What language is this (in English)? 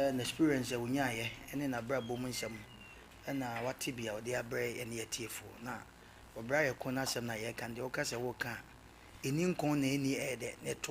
Akan